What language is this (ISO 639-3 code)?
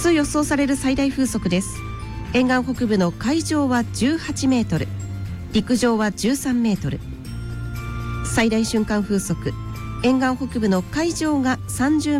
jpn